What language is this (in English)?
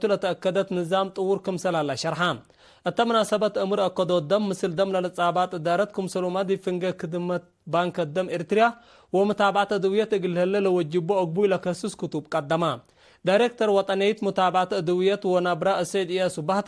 Tigre